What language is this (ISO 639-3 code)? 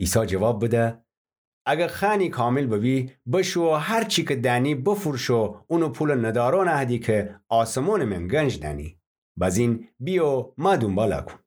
glk